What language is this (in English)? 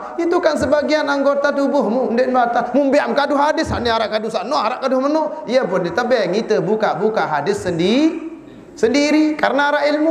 Sasak